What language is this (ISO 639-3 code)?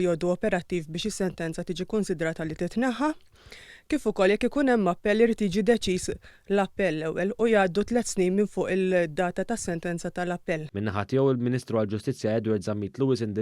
mlt